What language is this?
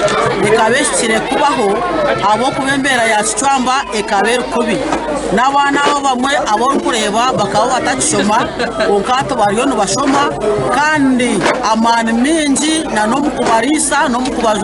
Nyankole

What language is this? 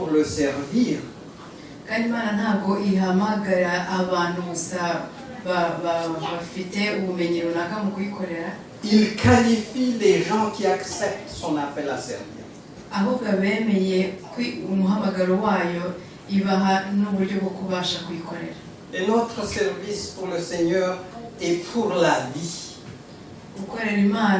Kinyarwanda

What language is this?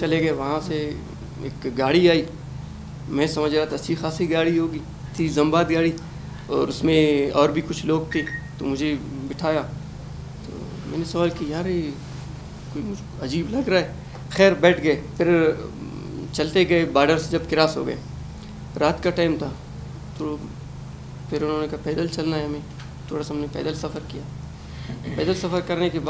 Urdu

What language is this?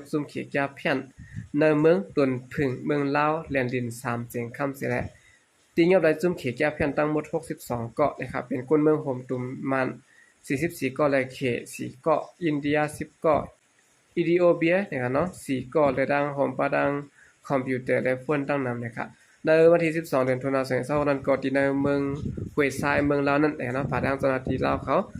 Shan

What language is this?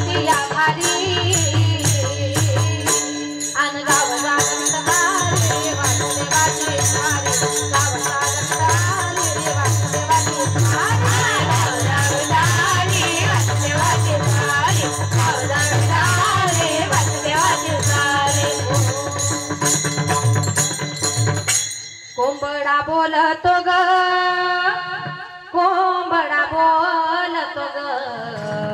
Marathi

